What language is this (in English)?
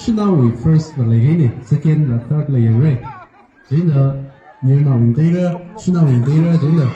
Tangkhul Naga (India)